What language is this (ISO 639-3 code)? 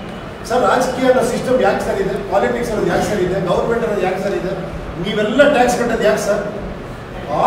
kan